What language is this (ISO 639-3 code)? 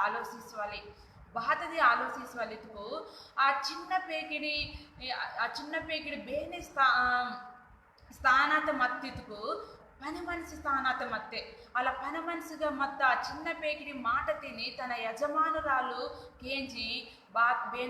kff